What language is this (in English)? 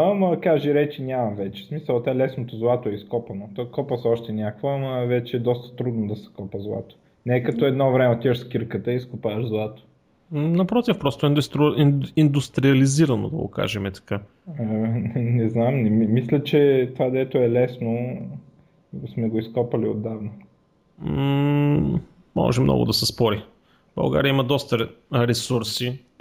Bulgarian